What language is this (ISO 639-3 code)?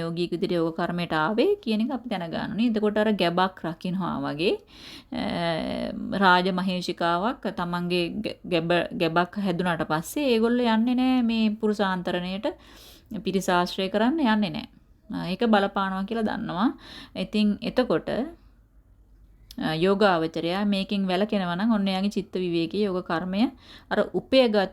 sin